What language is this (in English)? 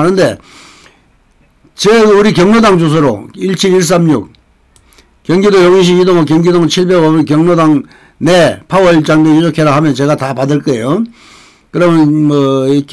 Korean